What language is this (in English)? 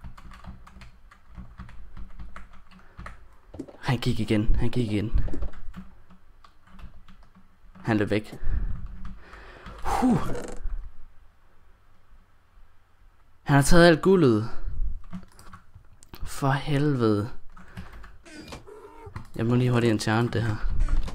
Danish